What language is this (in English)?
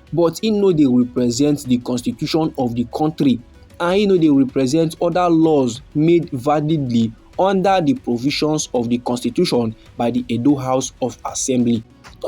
Nigerian Pidgin